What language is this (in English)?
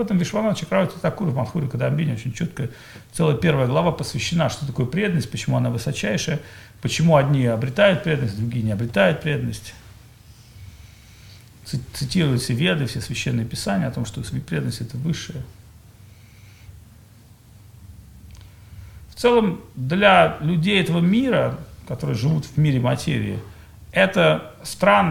Russian